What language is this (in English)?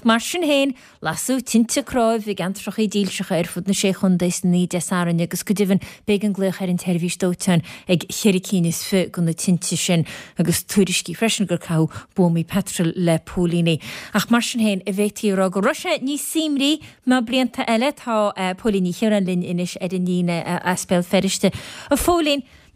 Irish